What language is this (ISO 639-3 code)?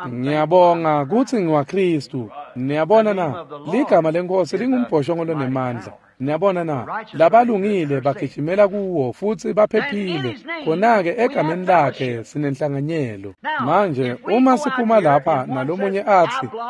ssw